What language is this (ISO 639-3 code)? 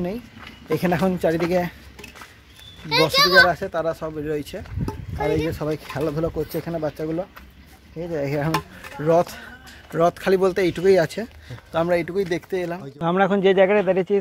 ben